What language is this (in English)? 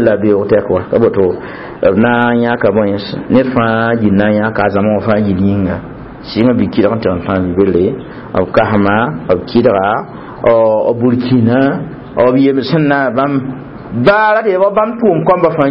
Mossi